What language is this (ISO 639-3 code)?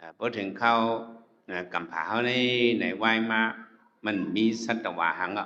shn